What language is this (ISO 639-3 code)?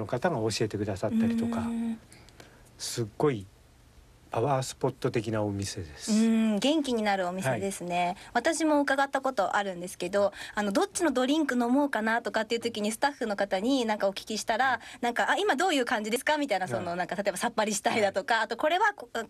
jpn